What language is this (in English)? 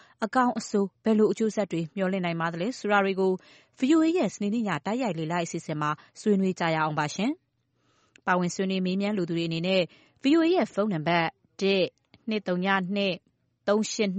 Burmese